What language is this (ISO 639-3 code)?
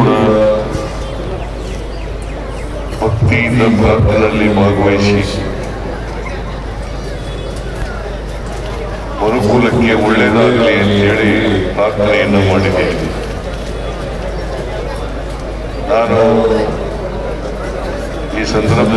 kan